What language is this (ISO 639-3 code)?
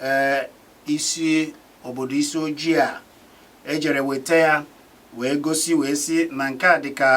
ibo